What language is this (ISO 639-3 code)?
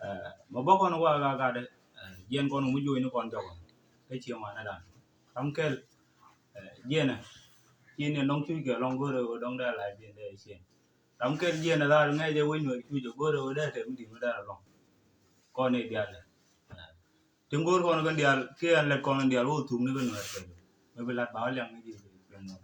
nus